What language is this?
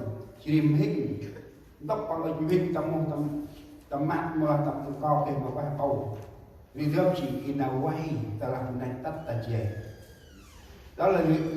Central Mnong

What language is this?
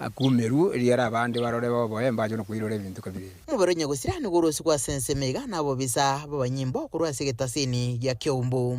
Gusii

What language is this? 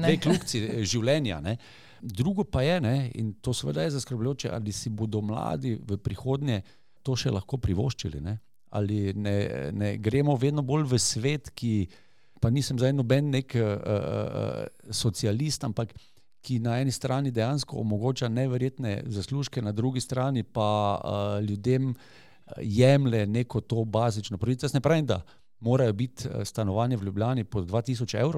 Slovenian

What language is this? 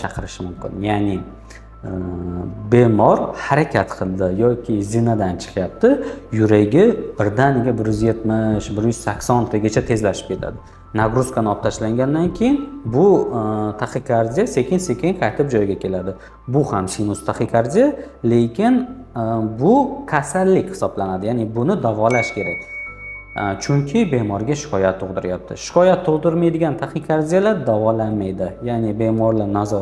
Uzbek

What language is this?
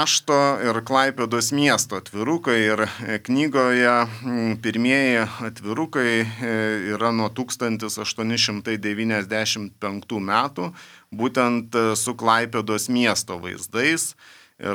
Lithuanian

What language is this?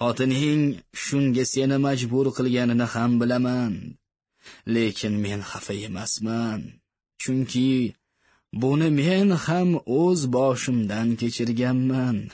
Uzbek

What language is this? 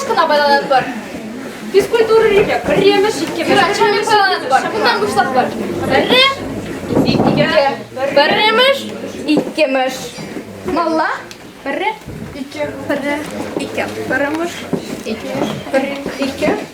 Chuvash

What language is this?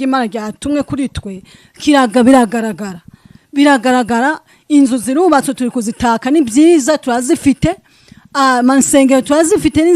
Kinyarwanda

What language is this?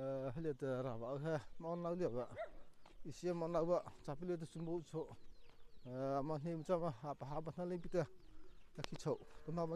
Mara Chin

